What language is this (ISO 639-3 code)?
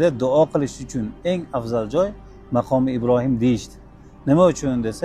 uzb